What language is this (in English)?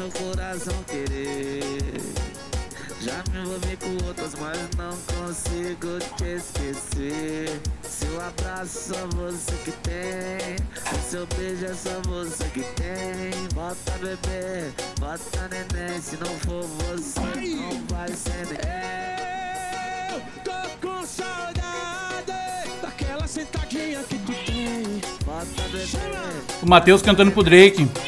Portuguese